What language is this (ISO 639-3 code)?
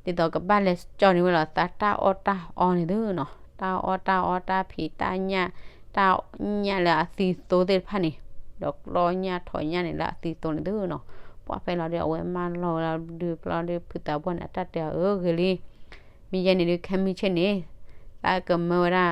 ksw